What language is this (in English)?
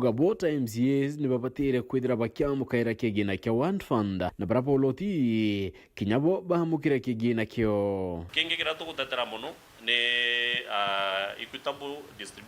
Meru